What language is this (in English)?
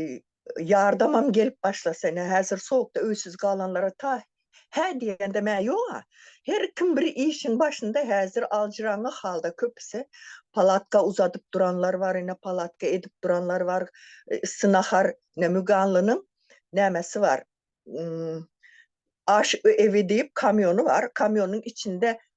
Turkmen